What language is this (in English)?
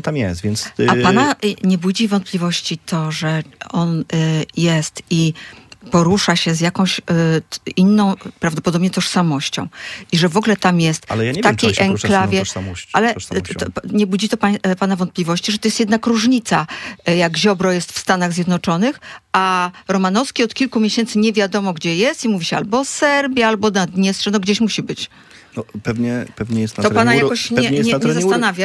Polish